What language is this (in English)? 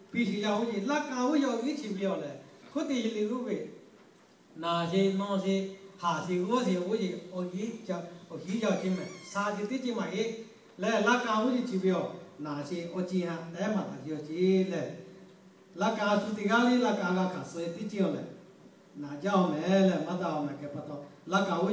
Lahu